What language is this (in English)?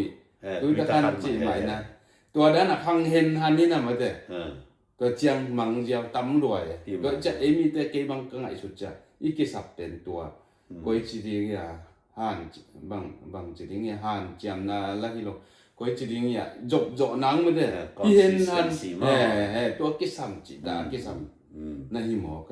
Tedim Chin